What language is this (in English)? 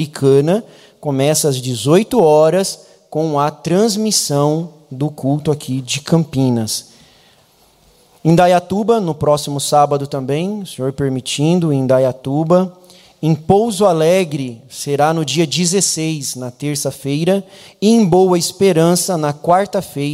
Portuguese